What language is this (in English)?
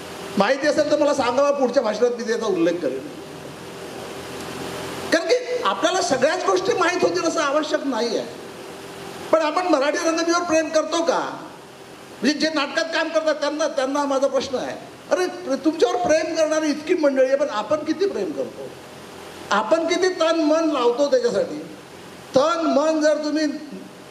Marathi